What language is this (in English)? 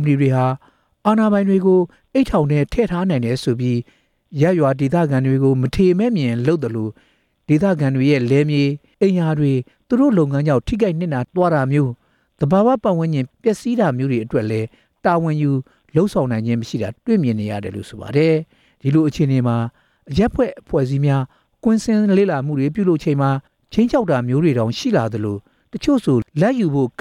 Burmese